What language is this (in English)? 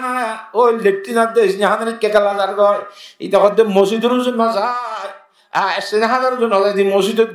Rohingya